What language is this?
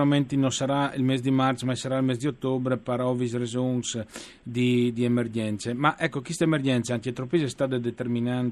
Friulian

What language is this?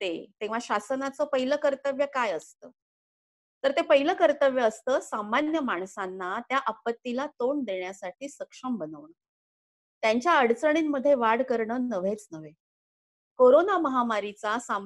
Marathi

